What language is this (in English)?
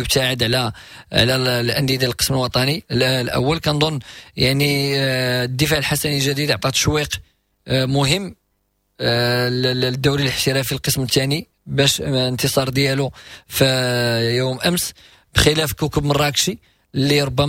Moroccan Arabic